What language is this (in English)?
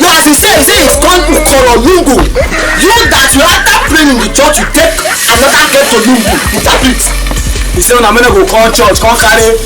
Nigerian Pidgin